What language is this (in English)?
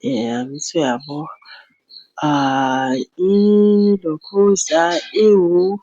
Zulu